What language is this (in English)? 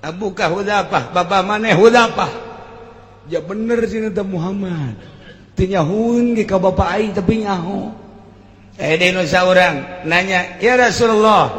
Sundanese